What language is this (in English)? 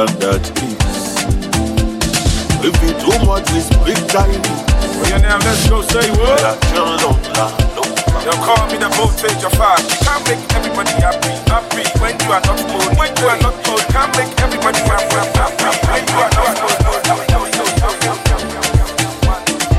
English